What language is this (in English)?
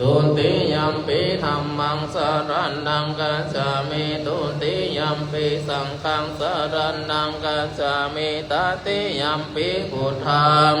Pali